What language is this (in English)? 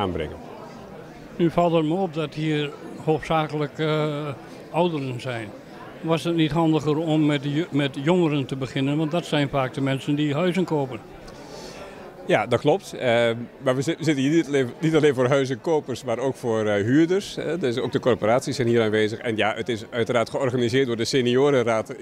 Dutch